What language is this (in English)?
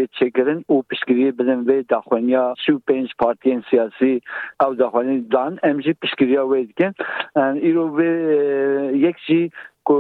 Kurdish